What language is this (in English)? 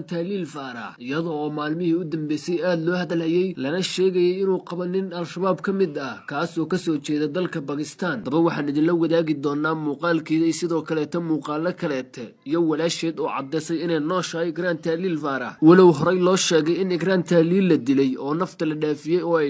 Somali